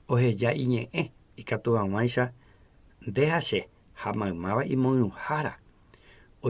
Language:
Guarani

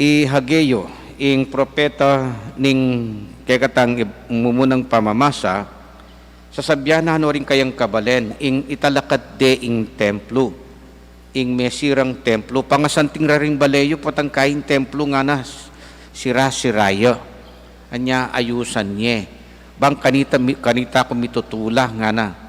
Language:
Pampanga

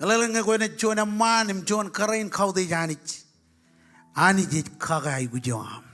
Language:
Marshallese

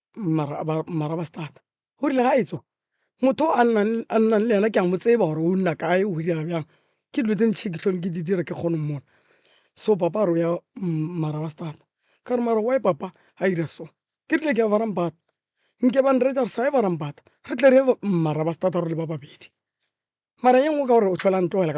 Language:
Northern Sotho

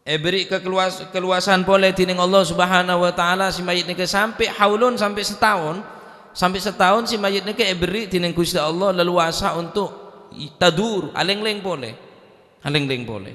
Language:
Madurese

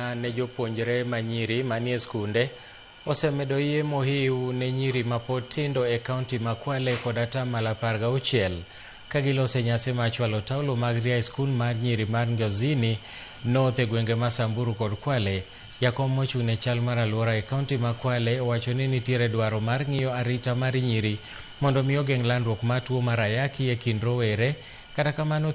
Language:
Luo (Kenya and Tanzania)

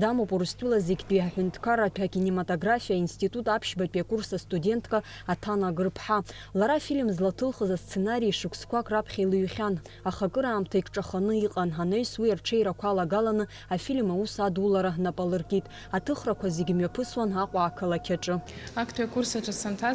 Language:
Abkhazian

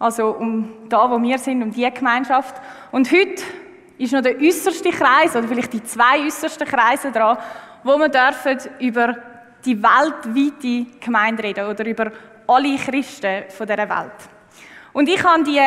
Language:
Swiss German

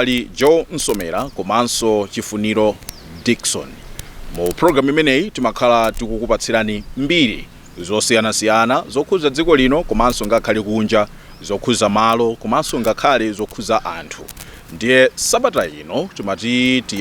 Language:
Nyanja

